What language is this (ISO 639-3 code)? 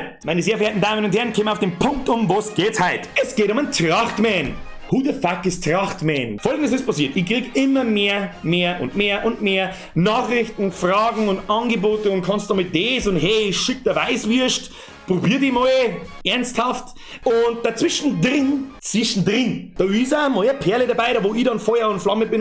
bar